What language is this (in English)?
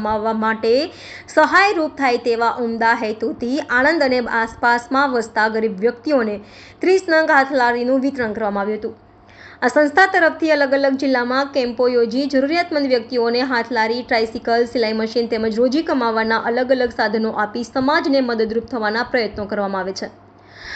Gujarati